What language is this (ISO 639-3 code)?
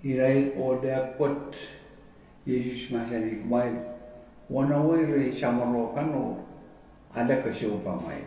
pon